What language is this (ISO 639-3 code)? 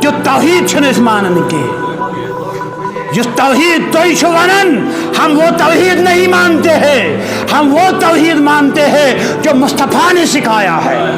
kas